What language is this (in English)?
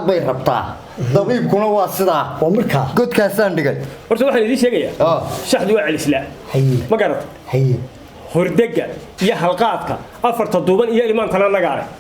Somali